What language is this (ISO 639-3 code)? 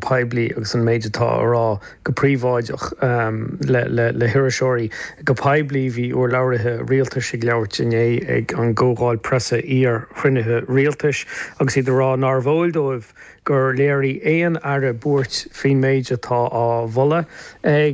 gle